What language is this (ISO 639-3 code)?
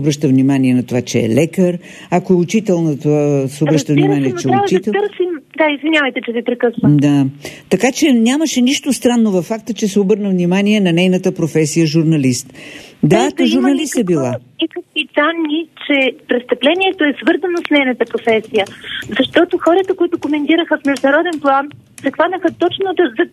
bul